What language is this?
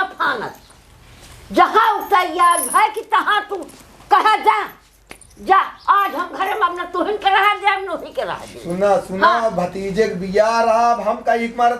Awadhi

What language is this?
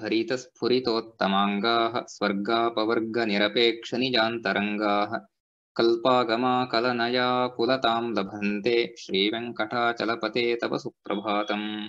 Sanskrit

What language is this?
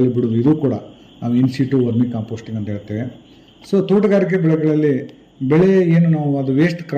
Kannada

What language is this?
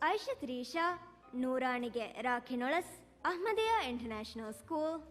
Divehi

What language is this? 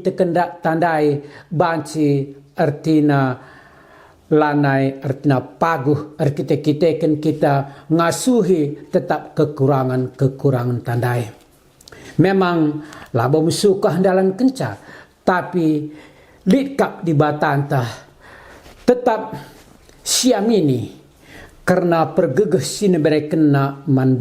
Batak Karo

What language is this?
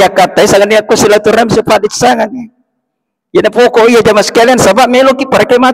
Buginese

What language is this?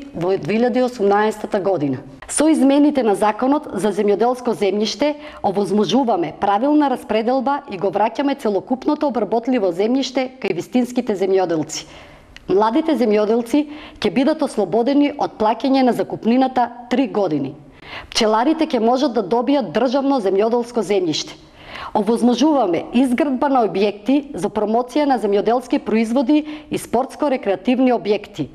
Macedonian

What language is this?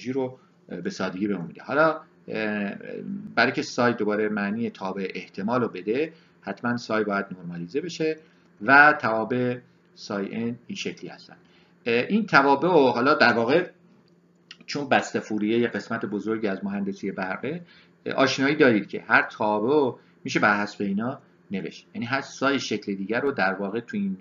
Persian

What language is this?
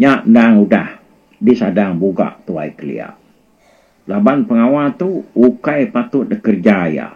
Iban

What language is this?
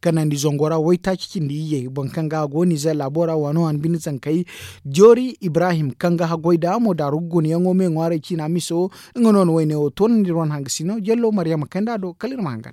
Zarma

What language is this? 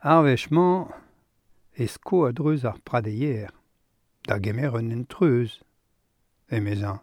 Breton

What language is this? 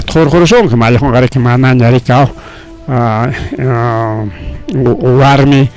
Ayacucho Quechua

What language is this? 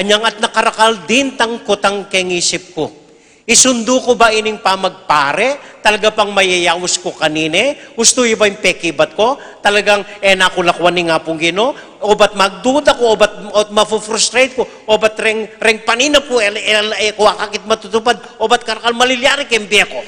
Pampanga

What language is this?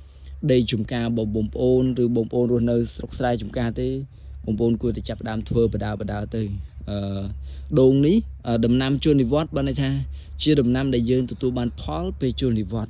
Khmer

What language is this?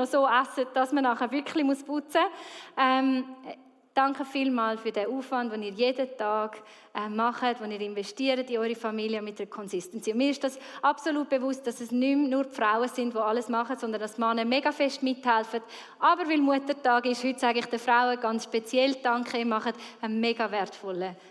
Swiss German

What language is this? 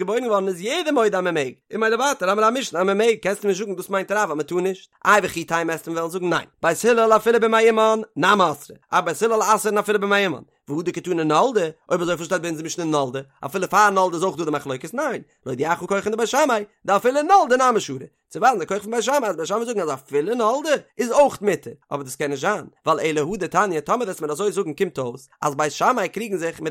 Yiddish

